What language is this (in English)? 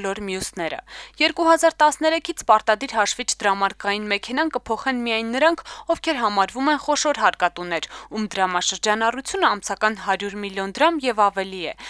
Armenian